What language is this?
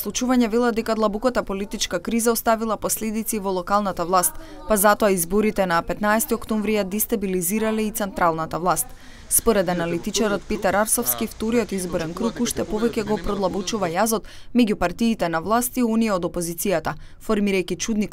Macedonian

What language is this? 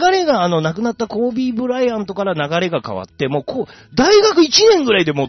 Japanese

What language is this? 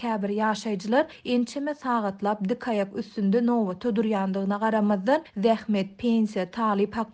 Turkmen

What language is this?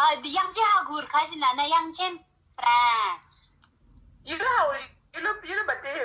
Tibetan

